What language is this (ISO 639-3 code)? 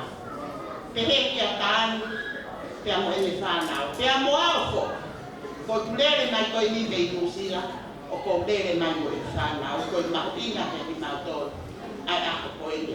ton